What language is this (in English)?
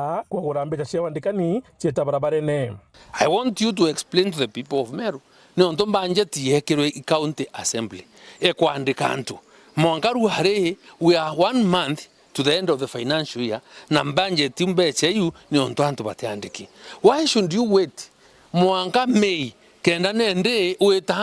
Meru